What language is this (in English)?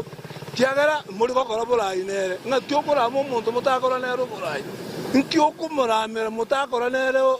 Gusii